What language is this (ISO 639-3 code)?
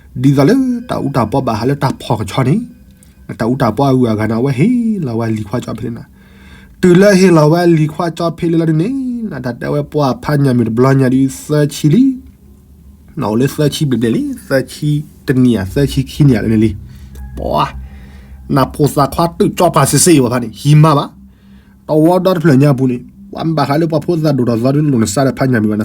ksw